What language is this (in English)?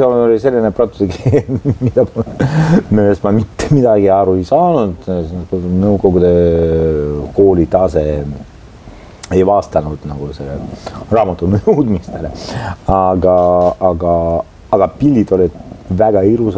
Estonian